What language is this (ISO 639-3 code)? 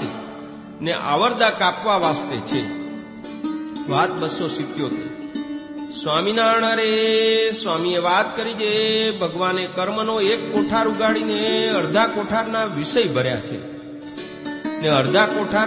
guj